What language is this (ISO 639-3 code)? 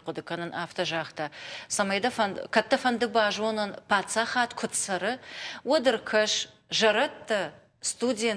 oss